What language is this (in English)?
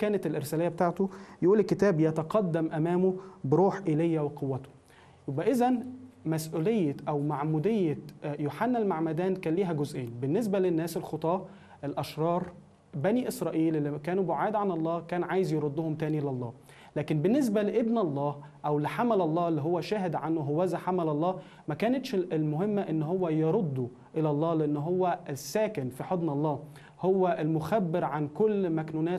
Egyptian Arabic